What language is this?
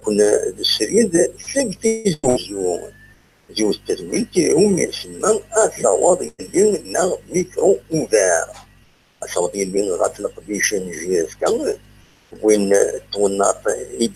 Kabyle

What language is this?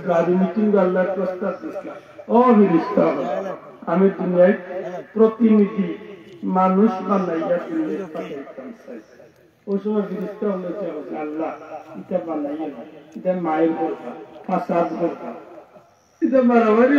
Sylheti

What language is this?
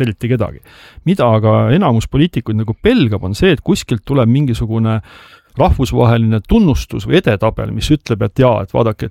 Estonian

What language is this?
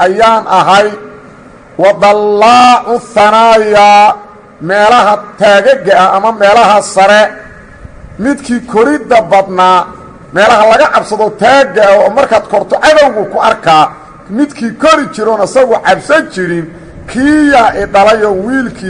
Somali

